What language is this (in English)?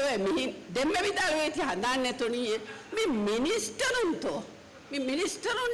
Divehi